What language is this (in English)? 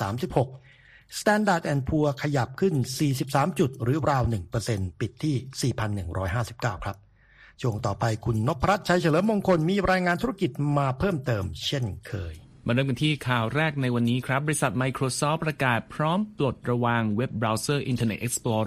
Thai